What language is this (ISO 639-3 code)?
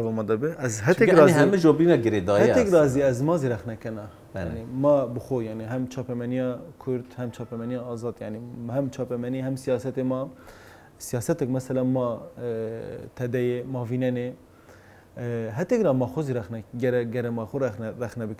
zza